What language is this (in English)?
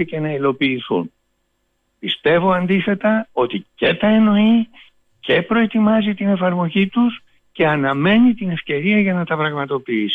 Greek